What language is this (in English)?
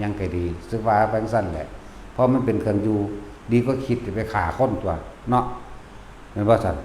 Lao